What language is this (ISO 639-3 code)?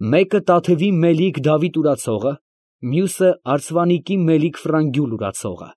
hye